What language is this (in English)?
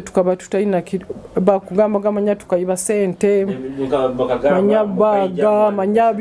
Nyoro